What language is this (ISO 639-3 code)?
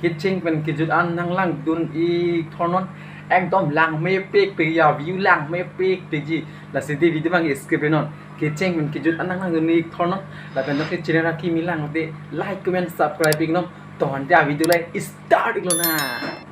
mjw